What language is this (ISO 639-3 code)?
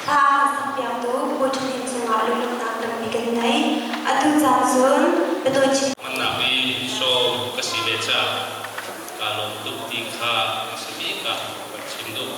cnh